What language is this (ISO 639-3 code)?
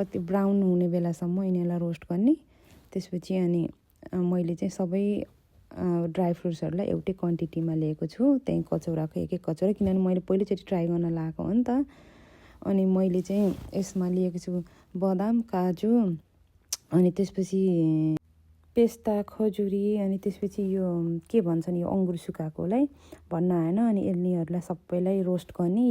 nep